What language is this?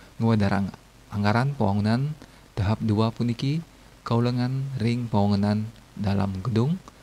Balinese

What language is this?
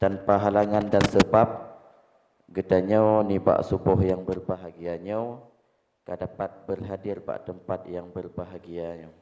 Achinese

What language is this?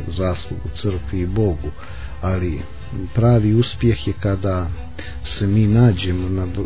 Croatian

